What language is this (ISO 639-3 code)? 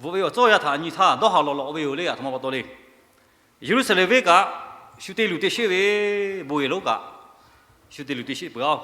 lhu